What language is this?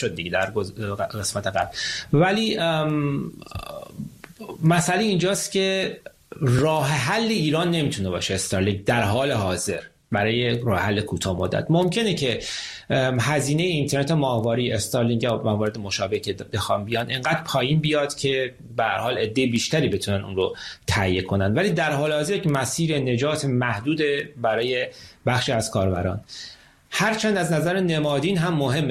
Persian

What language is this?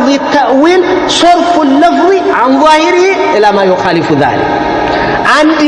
Amharic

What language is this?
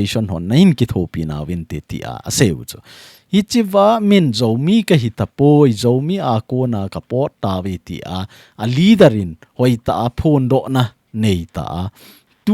Thado Chin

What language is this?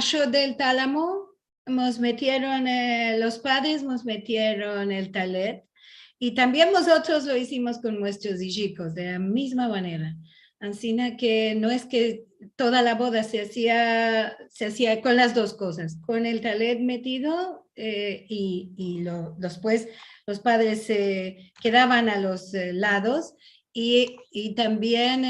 Ladino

